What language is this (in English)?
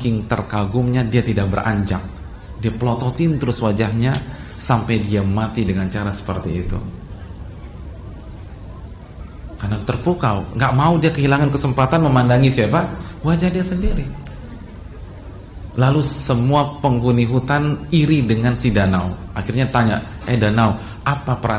Indonesian